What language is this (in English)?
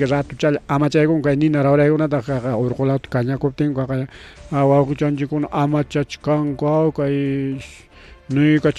Ayacucho Quechua